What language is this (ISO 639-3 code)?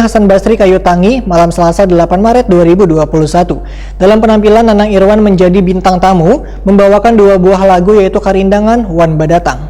bjn